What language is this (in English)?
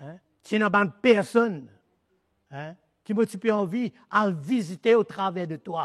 Morisyen